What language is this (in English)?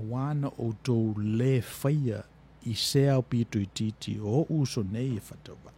Samoan